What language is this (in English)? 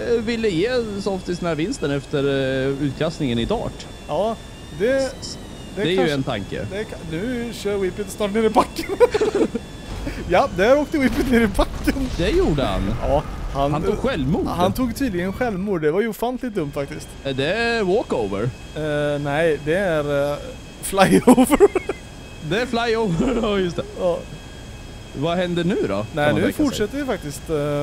Swedish